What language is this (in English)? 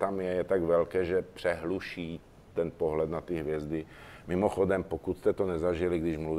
Czech